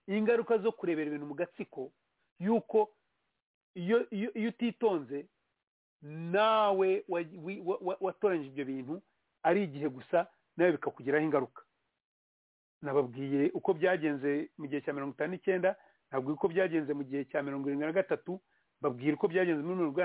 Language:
Kinyarwanda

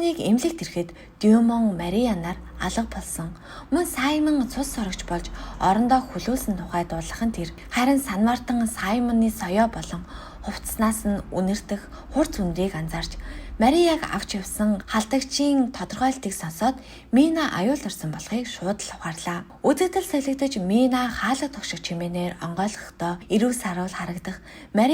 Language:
Mongolian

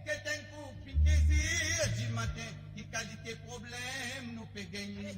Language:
Morisyen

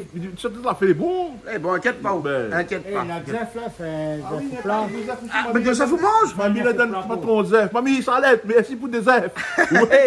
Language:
Réunion Creole French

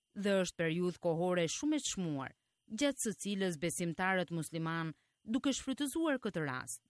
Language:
Albanian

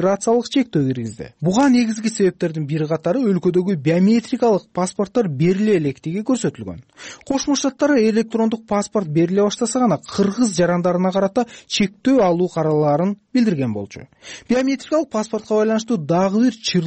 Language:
Kyrgyz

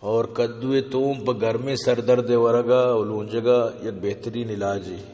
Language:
Baluchi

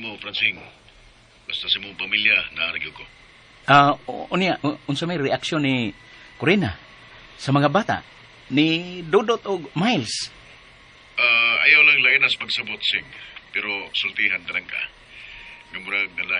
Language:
Cebuano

